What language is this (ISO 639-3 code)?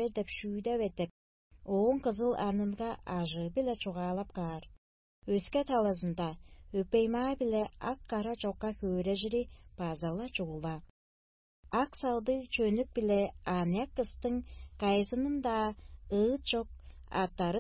tyv